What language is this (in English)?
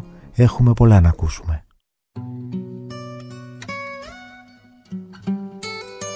Greek